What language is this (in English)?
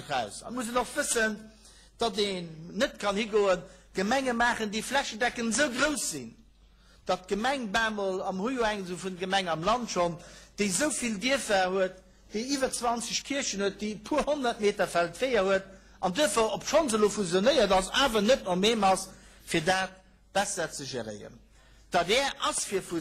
Luxembourgish